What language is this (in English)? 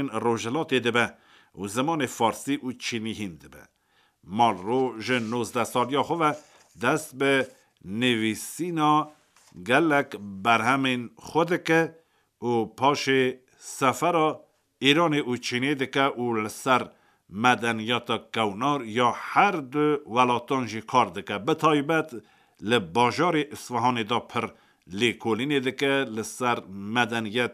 Kurdish